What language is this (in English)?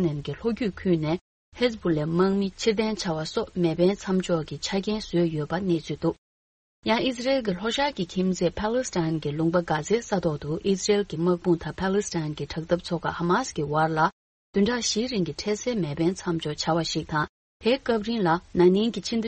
Tibetan